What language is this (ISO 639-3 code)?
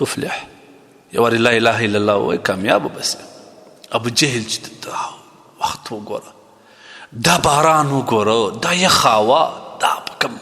pus